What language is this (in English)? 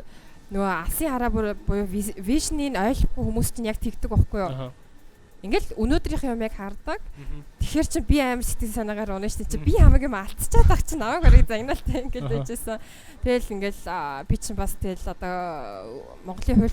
Mongolian